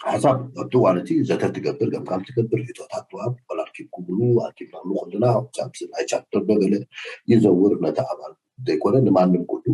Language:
Tigrinya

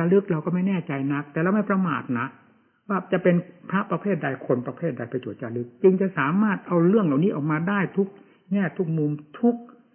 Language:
Thai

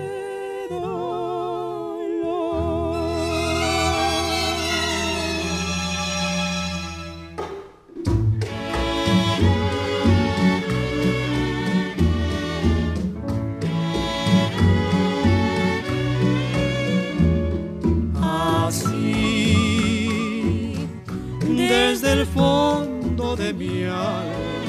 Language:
Spanish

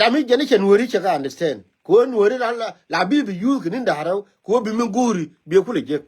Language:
Nuer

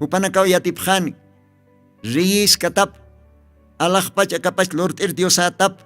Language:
Aymara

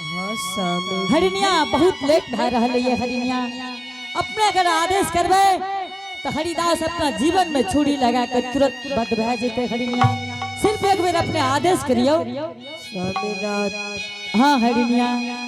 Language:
Angika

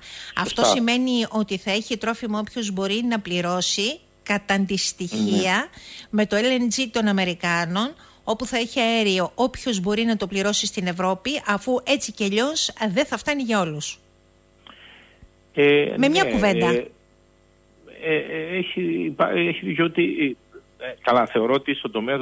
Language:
Greek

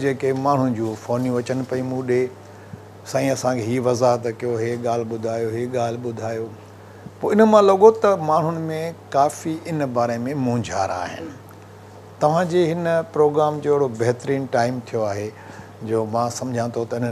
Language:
Sindhi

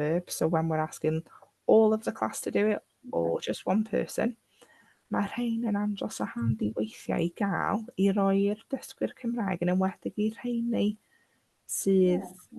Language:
Welsh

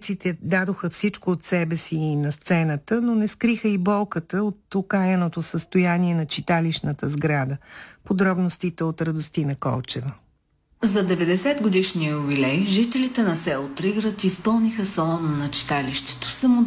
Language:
Bulgarian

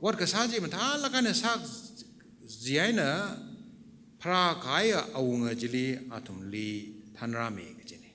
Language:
Tangkhul Naga (India)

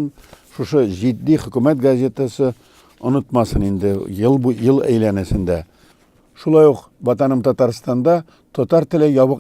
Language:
Tatar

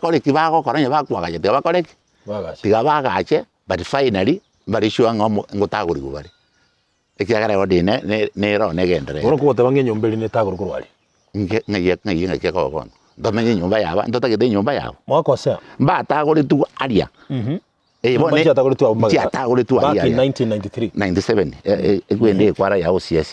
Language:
Gusii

